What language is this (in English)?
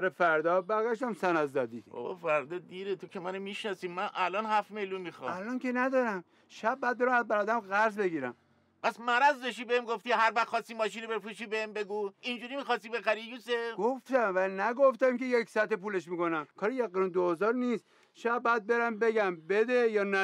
Persian